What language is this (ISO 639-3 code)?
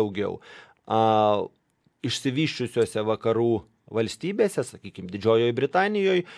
lit